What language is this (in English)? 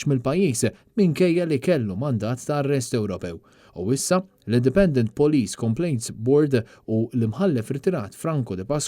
Maltese